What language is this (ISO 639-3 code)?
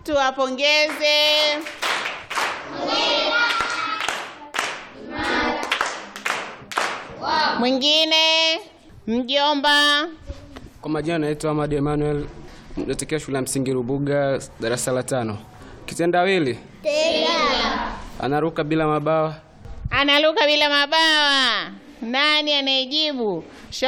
swa